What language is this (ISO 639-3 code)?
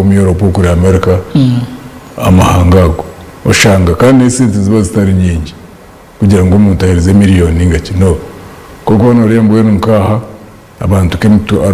nyn